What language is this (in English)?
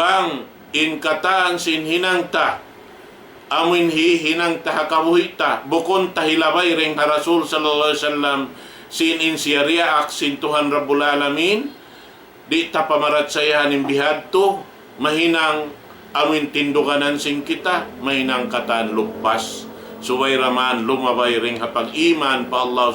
Tausug